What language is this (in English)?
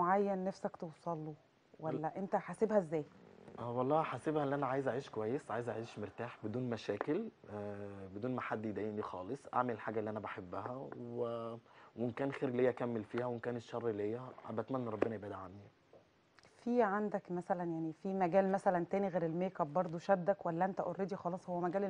Egyptian Arabic